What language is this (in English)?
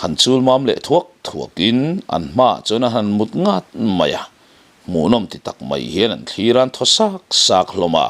Mizo